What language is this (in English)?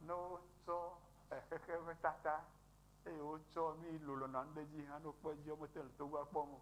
Ewe